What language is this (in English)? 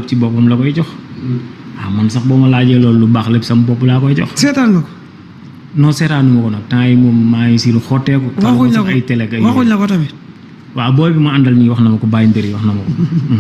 Wolof